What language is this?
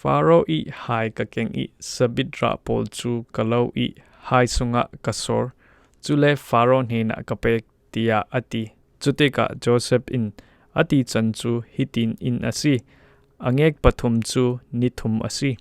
Falam Chin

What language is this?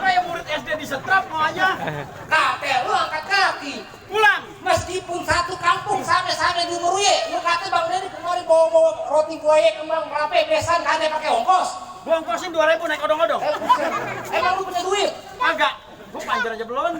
Betawi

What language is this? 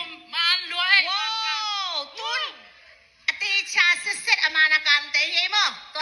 Tedim Chin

